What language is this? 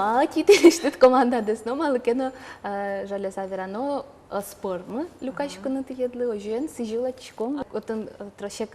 Udmurt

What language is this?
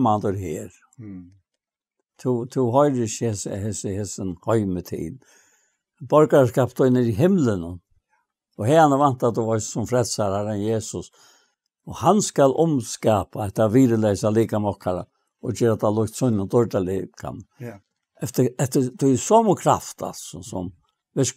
Faroese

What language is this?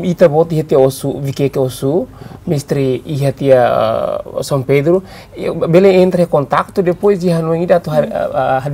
Tetum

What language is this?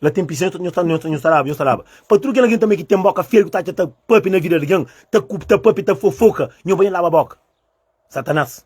Kabuverdianu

